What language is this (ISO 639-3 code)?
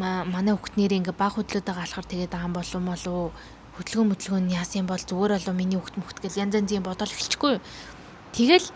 mon